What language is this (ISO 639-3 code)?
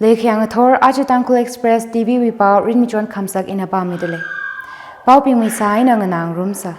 nmf